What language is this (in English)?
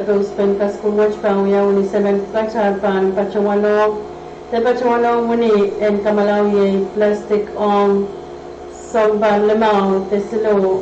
Pohnpeian